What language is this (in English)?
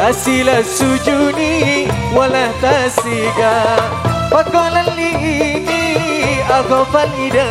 Madurese